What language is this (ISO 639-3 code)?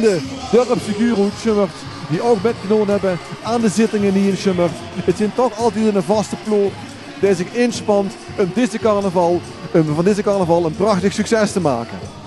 nld